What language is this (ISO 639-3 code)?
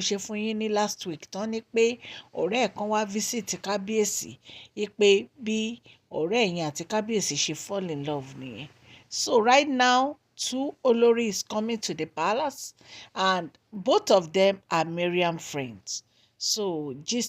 yor